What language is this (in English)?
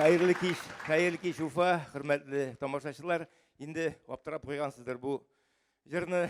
Tatar